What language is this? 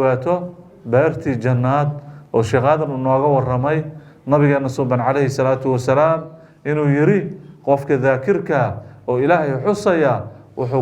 Somali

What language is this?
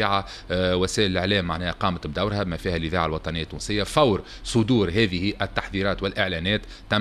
Tunisian Arabic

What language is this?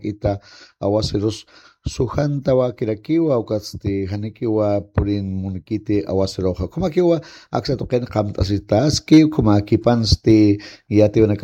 Aymara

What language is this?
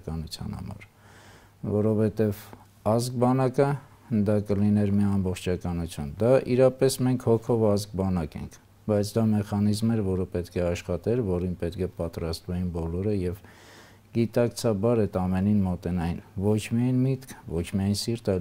Armenian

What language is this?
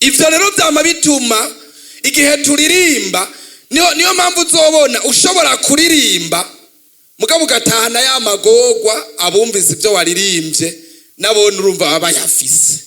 Rundi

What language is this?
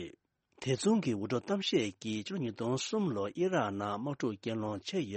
Tibetan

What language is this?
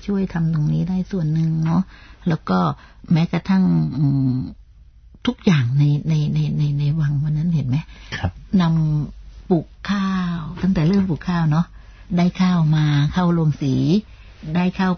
Thai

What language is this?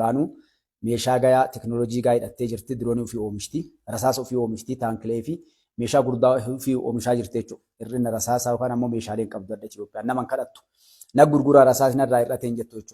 Oromo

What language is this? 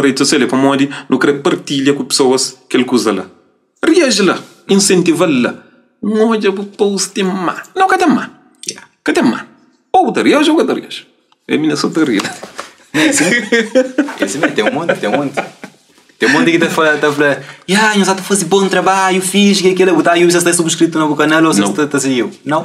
Kabuverdianu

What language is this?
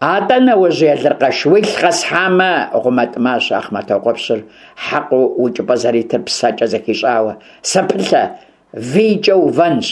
Kabardian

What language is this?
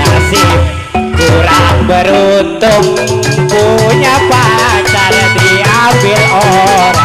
Betawi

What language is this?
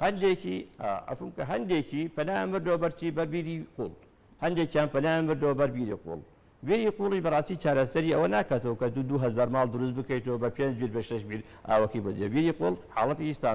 Central Kurdish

